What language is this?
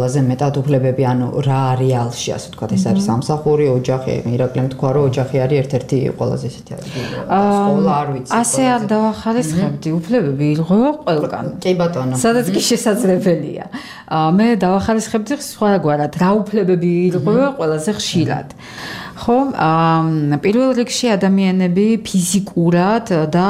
Georgian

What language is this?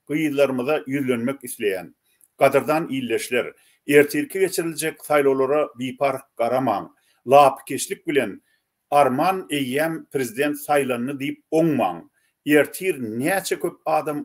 Turkmen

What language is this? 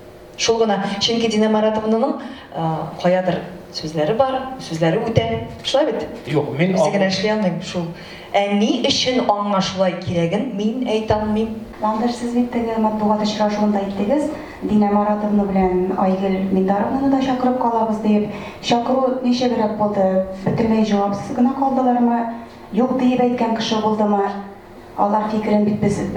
Tatar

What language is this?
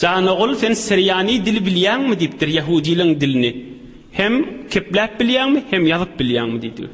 Turkmen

